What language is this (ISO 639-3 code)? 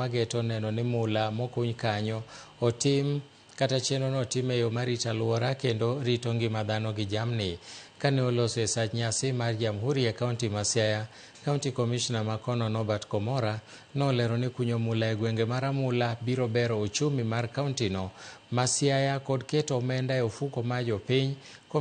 luo